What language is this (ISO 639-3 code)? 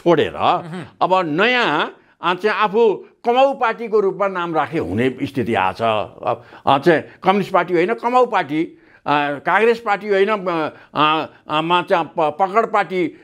nep